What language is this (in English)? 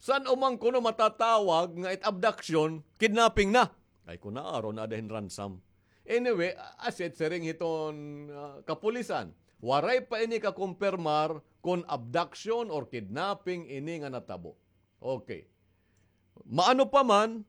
Waray